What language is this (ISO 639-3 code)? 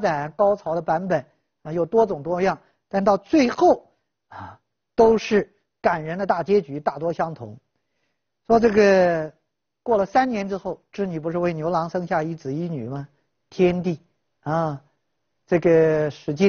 zho